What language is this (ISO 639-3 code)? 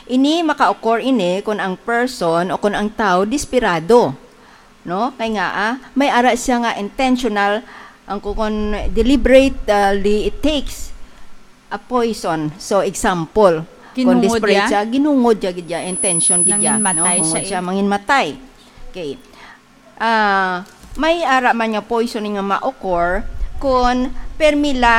hil